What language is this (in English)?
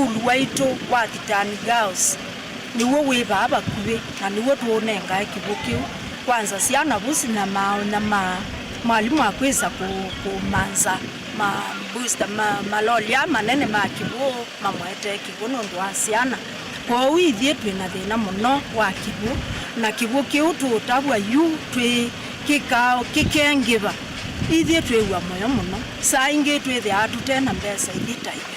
Kamba